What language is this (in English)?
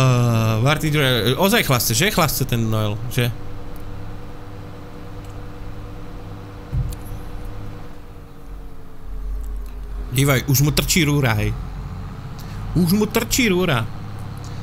Slovak